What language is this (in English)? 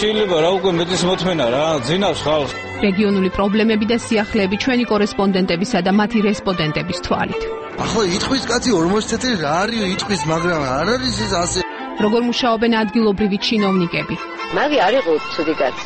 Georgian